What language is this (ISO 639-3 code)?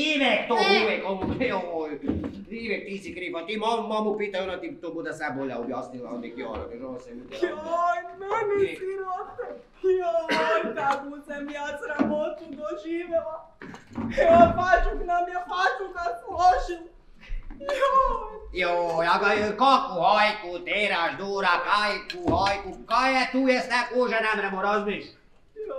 hrv